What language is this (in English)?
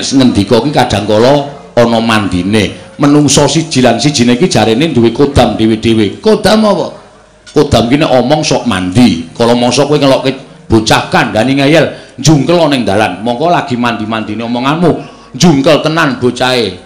Javanese